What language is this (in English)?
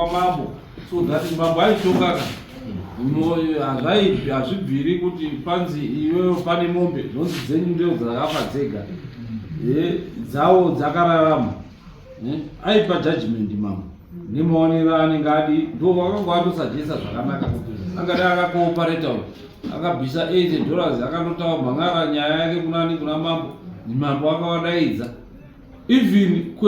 Shona